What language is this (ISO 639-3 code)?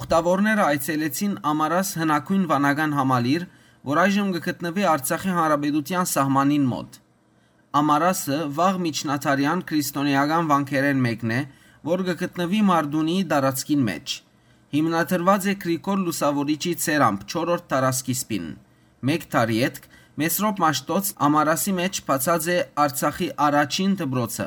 hyw